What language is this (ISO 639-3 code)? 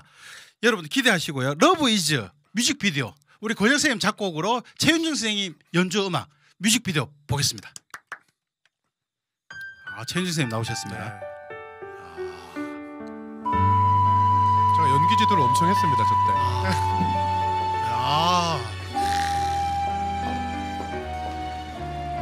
kor